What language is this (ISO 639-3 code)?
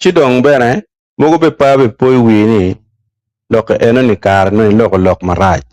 ach